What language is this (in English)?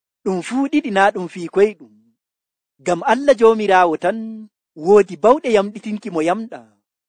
Nigerian Fulfulde